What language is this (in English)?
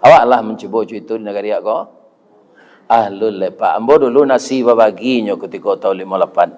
Minangkabau